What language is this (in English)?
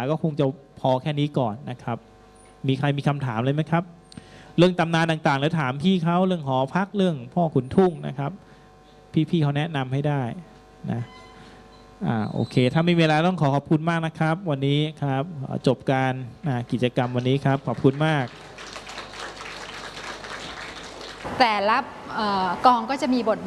Thai